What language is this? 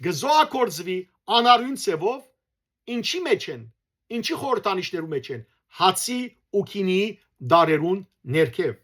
Western Armenian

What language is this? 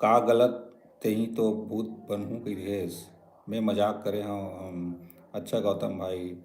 Chhattisgarhi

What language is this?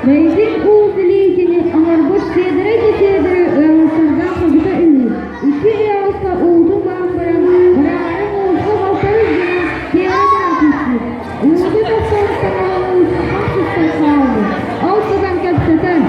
Yakut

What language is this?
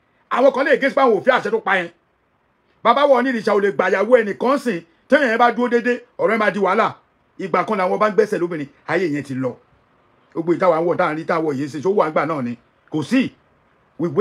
Yoruba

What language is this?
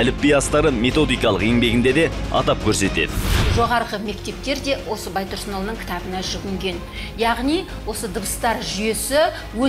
Kazakh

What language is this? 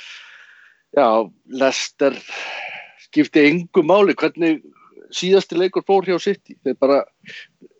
Icelandic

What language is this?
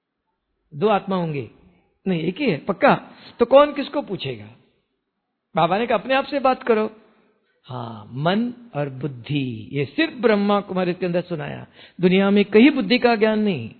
Hindi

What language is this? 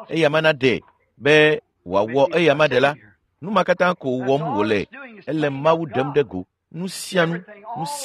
Ewe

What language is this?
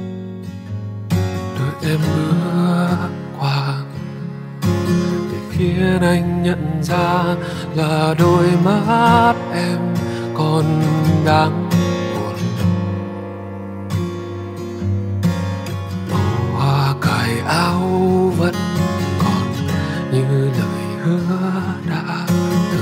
Vietnamese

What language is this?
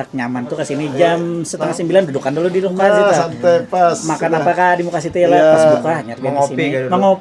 Banjar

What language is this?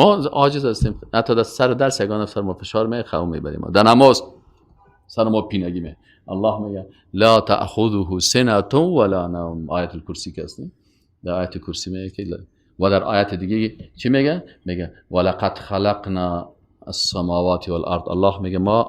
Persian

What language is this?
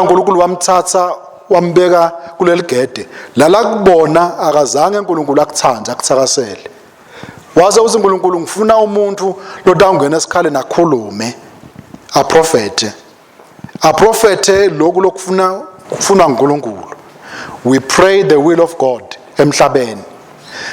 Swati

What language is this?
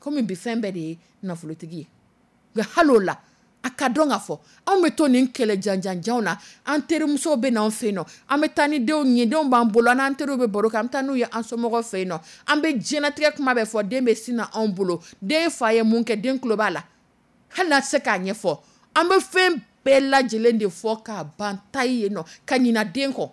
Dyula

